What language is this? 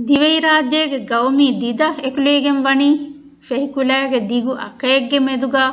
Divehi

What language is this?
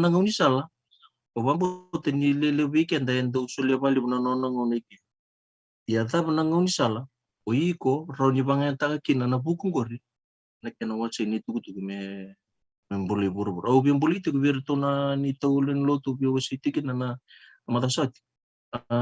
Fijian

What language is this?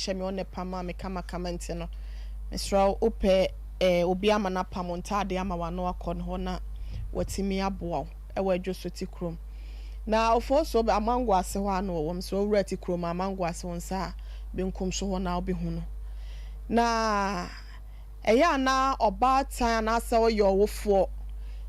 Akan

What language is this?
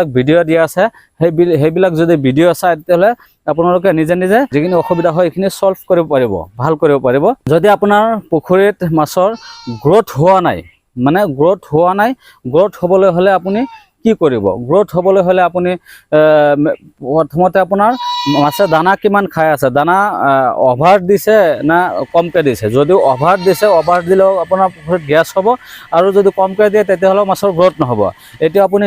Assamese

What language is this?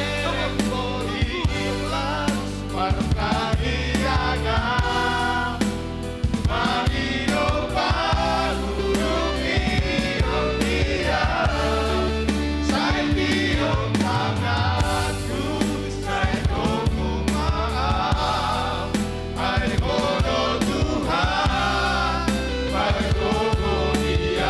Batak Toba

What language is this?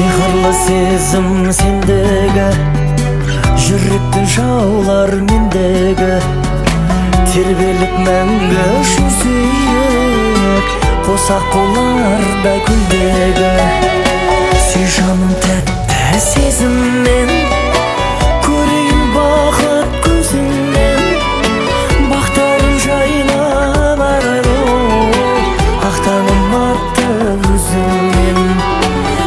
Kazakh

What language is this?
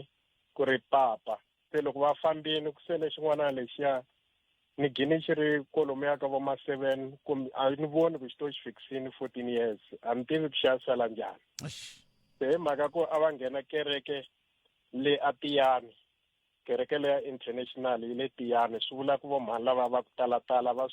Tsonga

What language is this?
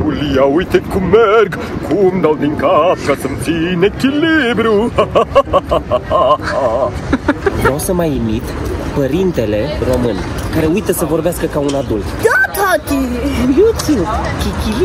Romanian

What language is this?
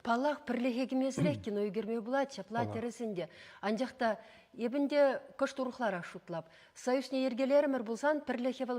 Chuvash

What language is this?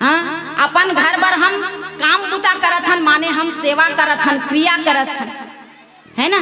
Chhattisgarhi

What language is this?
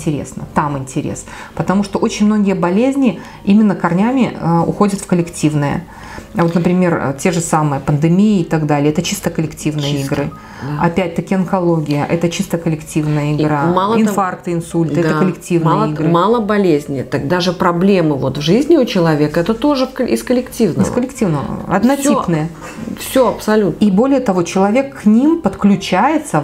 Russian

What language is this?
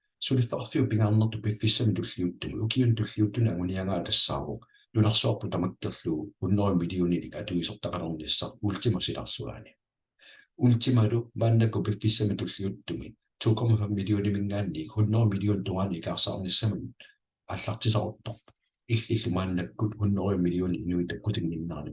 Kalaallisut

